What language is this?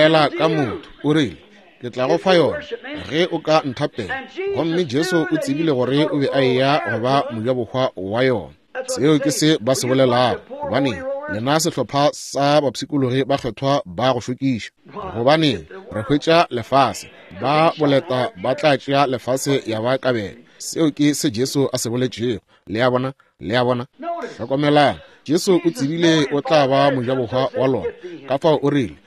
Northern Sotho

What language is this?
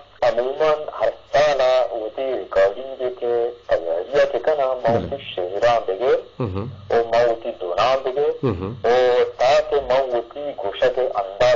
Eastern Balochi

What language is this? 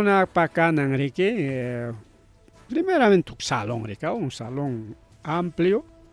Ayacucho Quechua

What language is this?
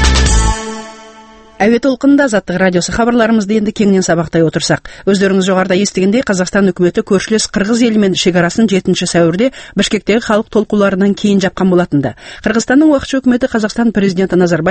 Kazakh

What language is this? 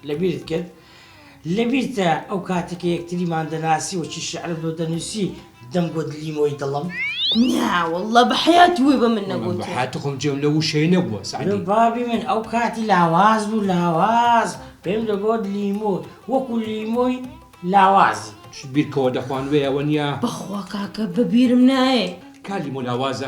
Central Kurdish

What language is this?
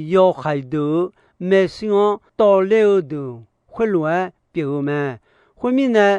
Akha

